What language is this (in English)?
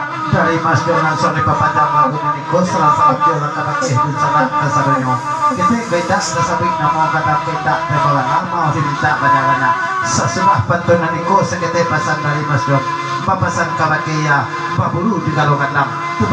Minangkabau